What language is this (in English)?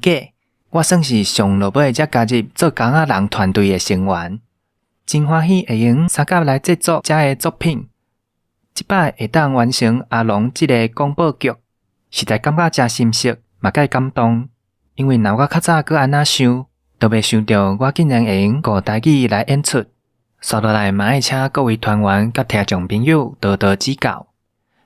Min Nan Chinese